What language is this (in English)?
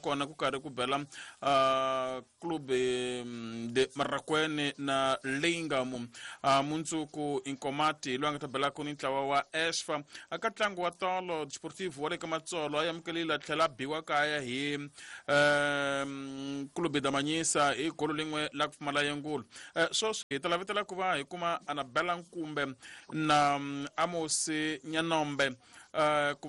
Tsonga